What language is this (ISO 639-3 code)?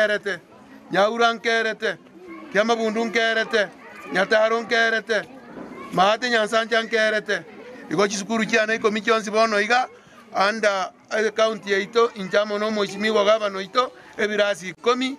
guz